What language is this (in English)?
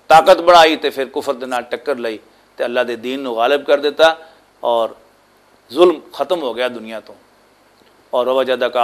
Western Panjabi